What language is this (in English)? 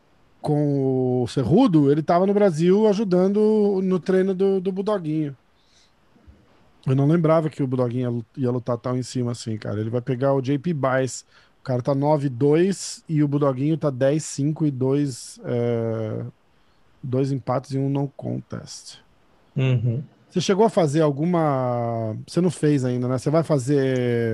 Portuguese